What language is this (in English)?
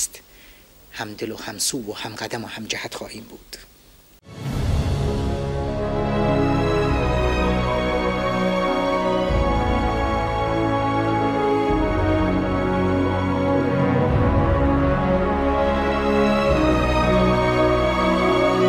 Persian